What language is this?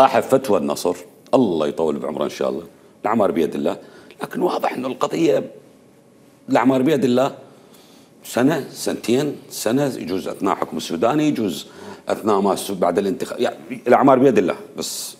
Mesopotamian Arabic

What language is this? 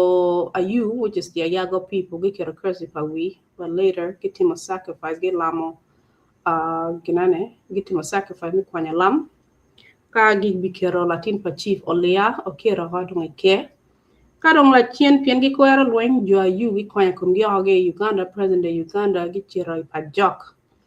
Acoli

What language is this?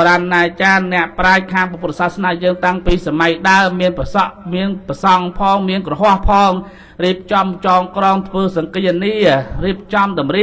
Khmer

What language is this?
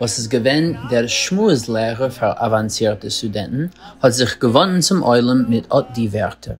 Yiddish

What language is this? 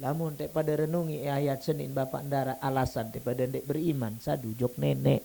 Sasak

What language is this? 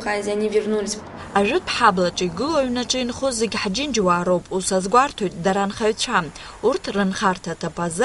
Abkhazian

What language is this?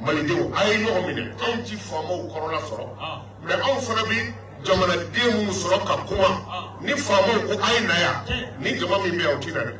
Bambara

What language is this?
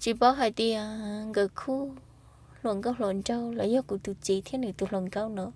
Hmong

